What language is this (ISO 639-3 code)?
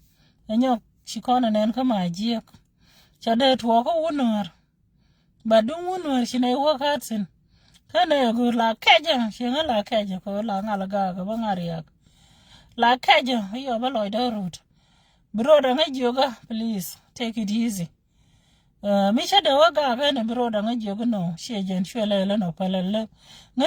nus